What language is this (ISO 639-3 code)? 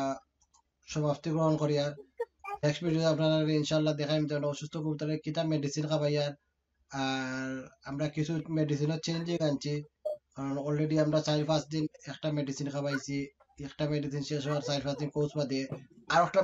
syl